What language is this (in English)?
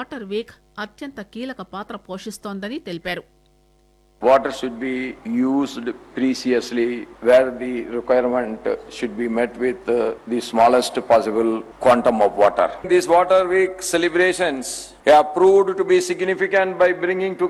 Telugu